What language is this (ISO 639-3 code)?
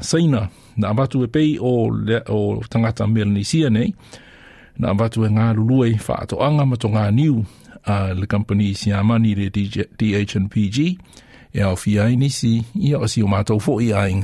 smo